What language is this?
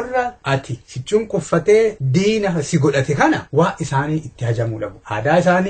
Oromo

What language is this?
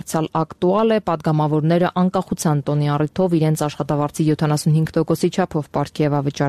Armenian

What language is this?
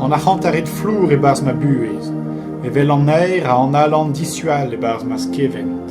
Breton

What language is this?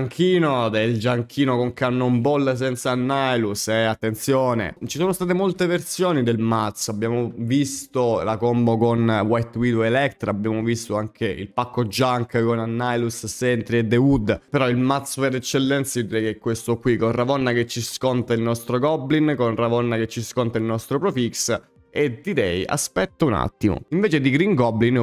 Italian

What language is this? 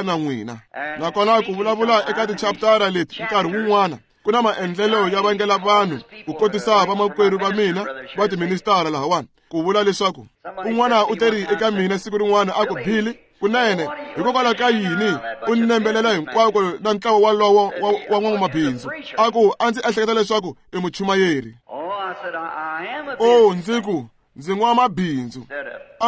Tsonga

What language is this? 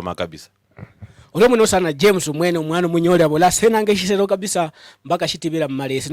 Luyia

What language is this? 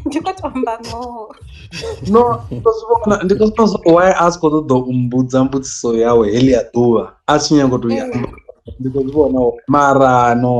Venda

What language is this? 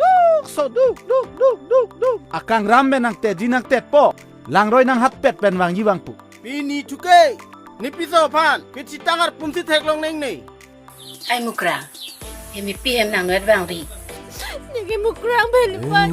Karbi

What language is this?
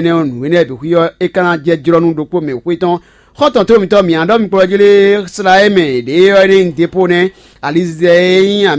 Fon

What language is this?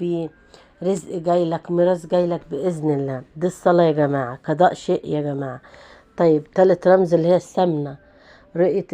Egyptian Arabic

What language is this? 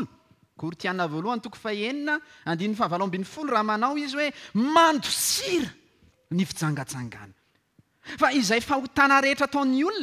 Malagasy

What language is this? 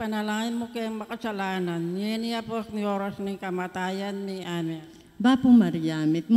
Pampanga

